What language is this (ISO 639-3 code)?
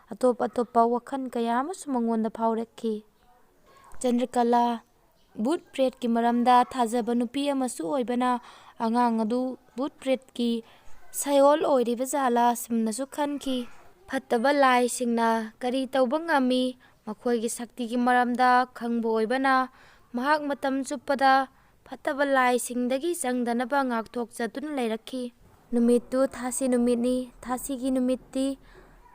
mni